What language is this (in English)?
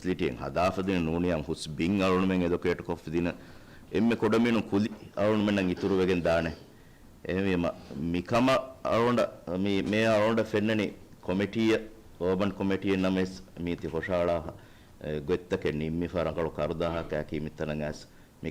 Divehi